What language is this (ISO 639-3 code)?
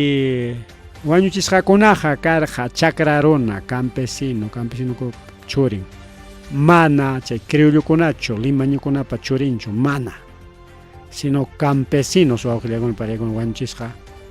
quy